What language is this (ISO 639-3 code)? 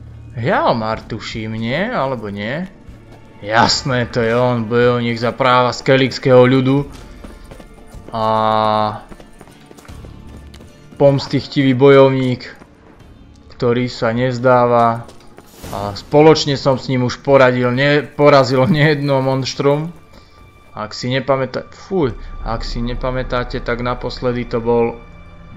slk